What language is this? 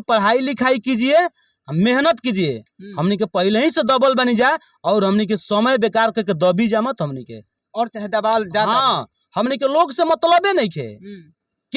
Bhojpuri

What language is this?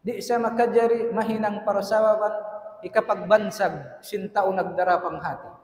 Tausug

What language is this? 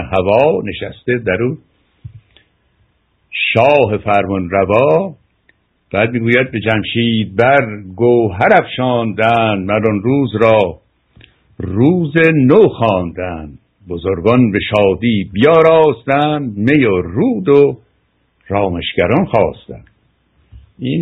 Persian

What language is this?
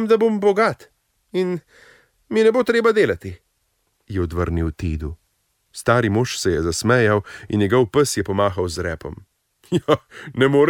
Slovenian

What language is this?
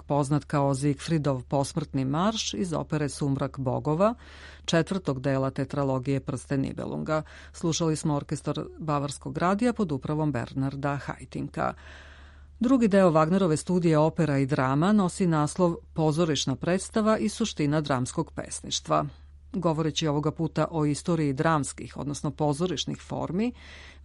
Serbian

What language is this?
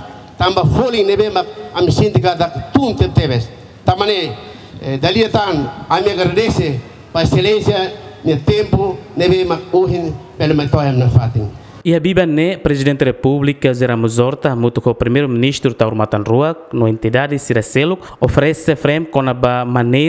Tetum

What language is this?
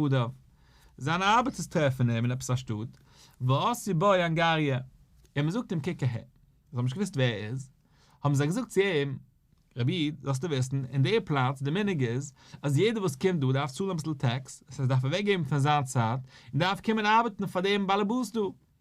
Yiddish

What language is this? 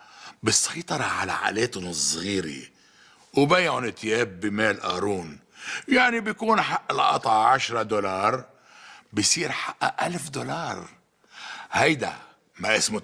North Levantine Arabic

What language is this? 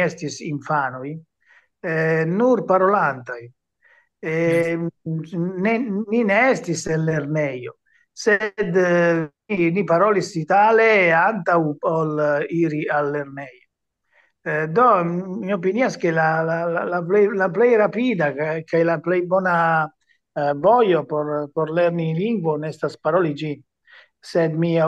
Esperanto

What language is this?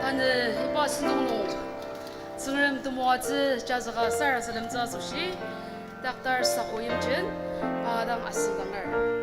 Ao Naga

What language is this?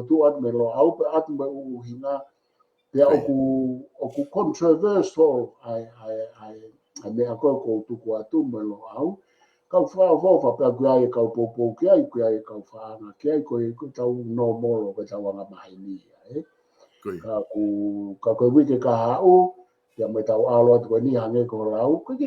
Tongan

